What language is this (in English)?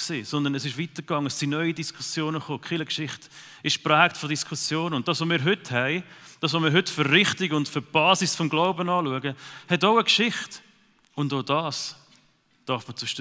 Swiss German